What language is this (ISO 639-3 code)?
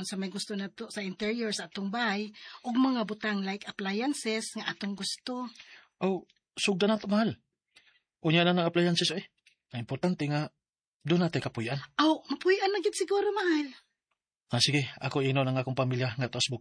ceb